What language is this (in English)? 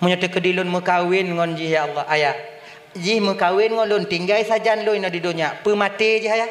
Achinese